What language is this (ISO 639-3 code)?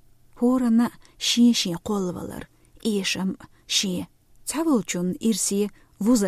che